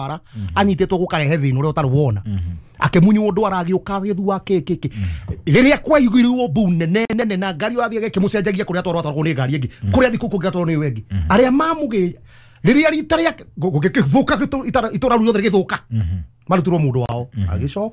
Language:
Kikuyu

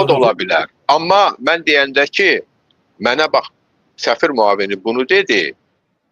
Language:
Azerbaijani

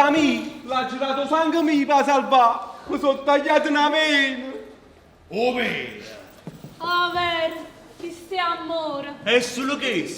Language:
Neapolitan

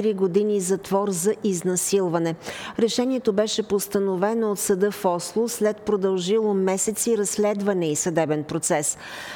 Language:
Bulgarian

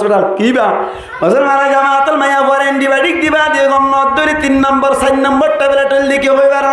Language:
Rohingya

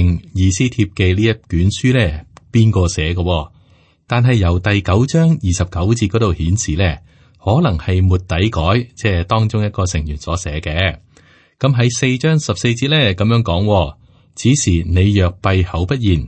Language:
Cantonese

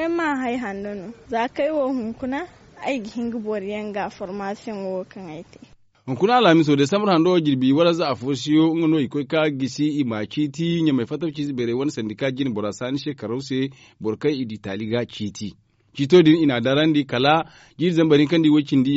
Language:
Zarma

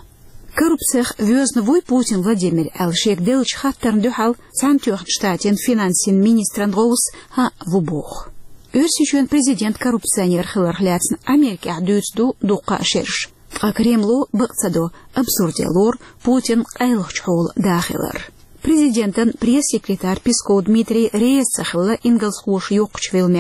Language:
Chechen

